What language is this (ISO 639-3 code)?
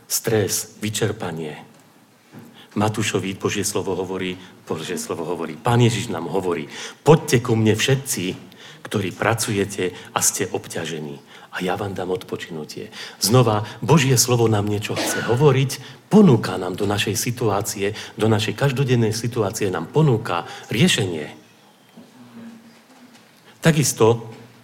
slk